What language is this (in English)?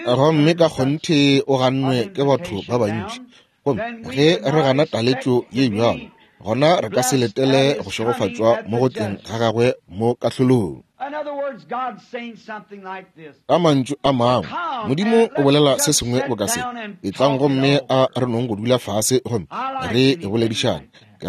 Northern Sotho